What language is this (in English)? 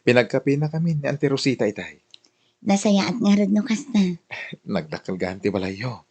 Iloko